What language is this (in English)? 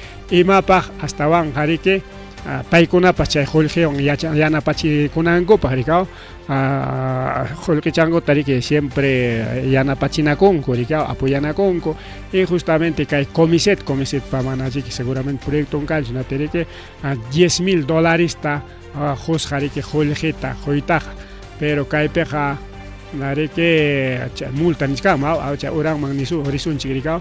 Ayacucho Quechua